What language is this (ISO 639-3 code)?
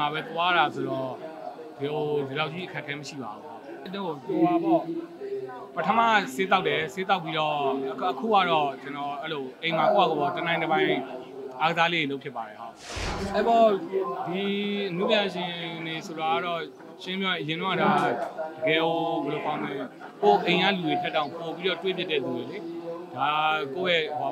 mya